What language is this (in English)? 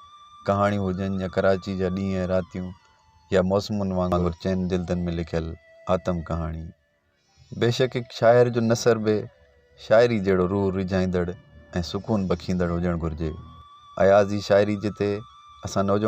Sindhi